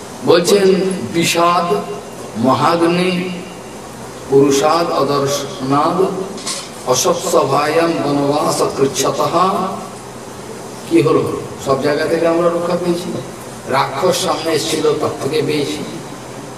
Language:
Bangla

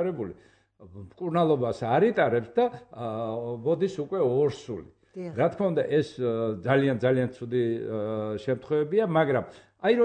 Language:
Georgian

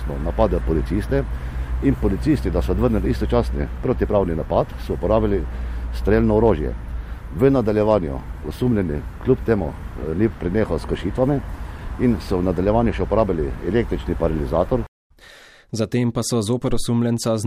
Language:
Slovenian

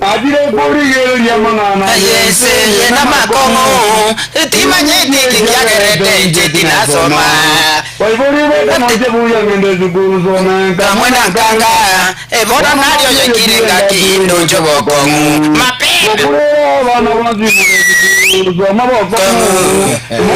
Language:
Gusii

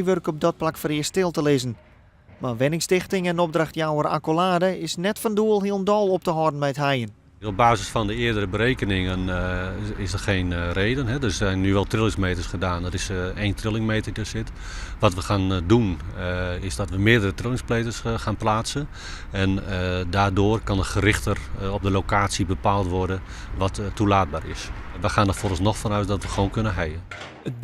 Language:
Western Frisian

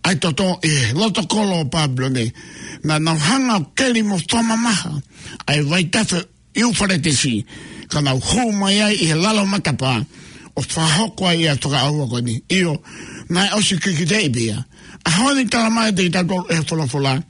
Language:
Tongan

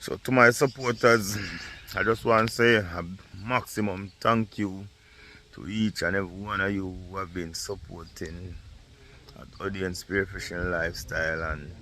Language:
Jamaican Creole English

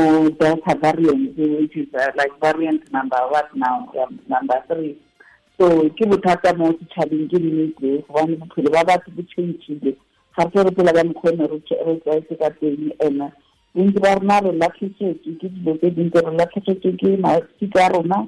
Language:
Tswana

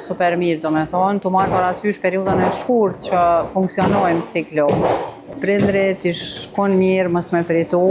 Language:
Albanian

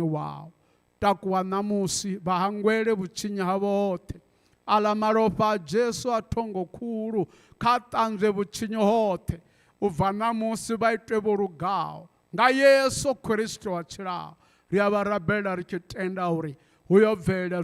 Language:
Venda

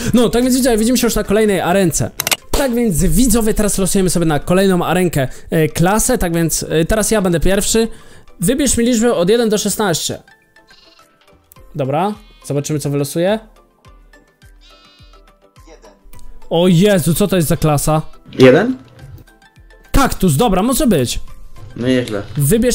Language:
Polish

